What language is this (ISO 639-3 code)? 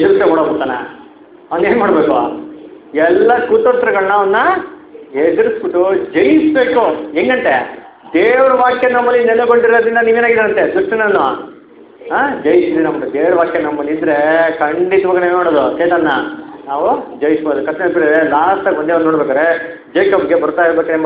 kan